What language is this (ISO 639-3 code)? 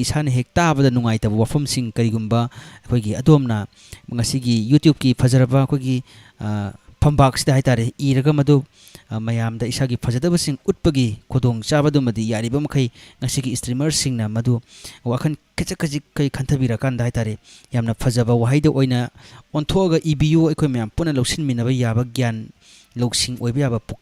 mni